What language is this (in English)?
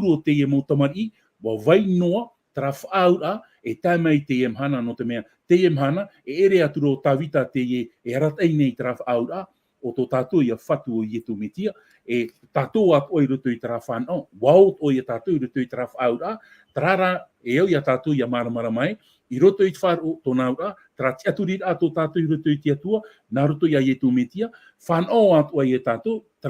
Tahitian